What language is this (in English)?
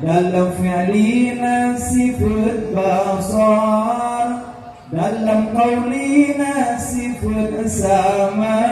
Achinese